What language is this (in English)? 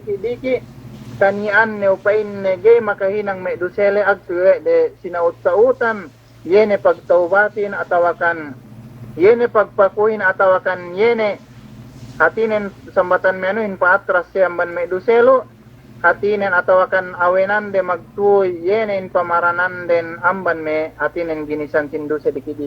Yakan